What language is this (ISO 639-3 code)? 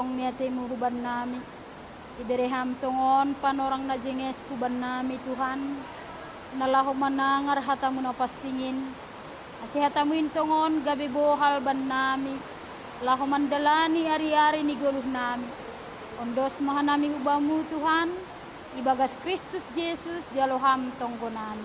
bts